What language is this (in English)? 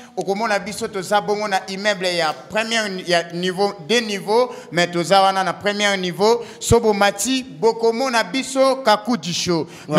Lingala